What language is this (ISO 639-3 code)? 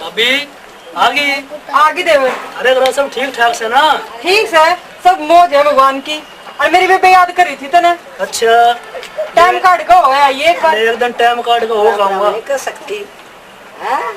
bgc